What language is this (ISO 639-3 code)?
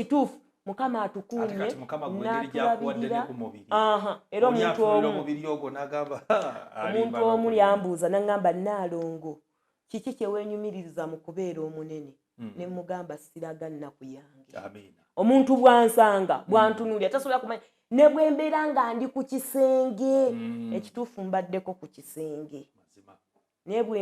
lug